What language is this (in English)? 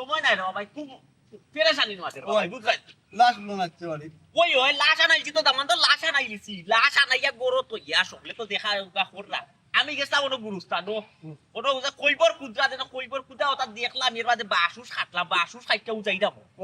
Sylheti